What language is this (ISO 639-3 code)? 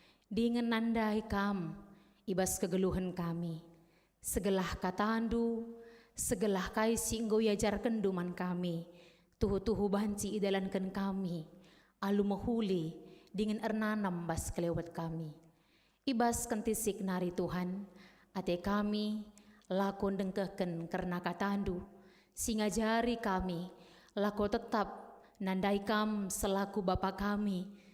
btx